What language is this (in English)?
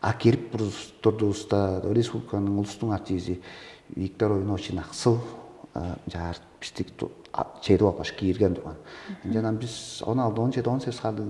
Tuvinian